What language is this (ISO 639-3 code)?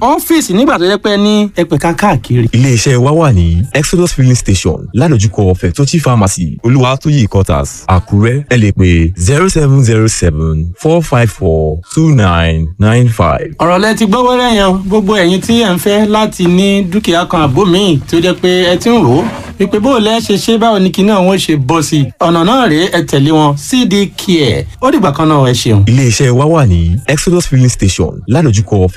yor